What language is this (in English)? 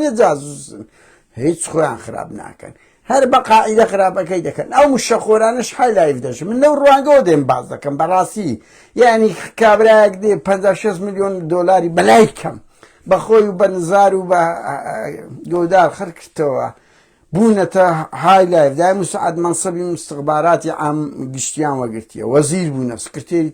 Central Kurdish